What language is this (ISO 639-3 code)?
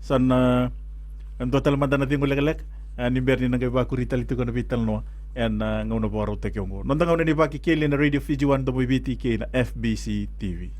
fij